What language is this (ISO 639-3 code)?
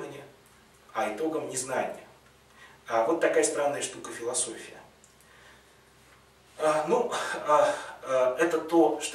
rus